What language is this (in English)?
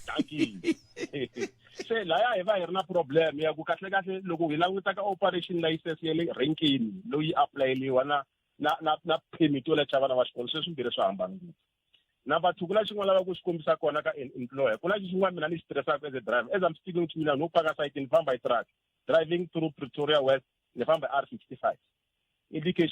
Tsonga